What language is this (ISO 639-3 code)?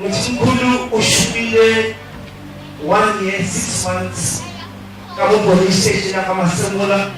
nso